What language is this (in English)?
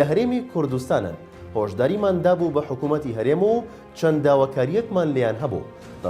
Central Kurdish